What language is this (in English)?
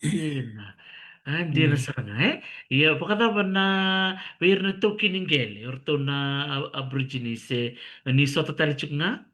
Fijian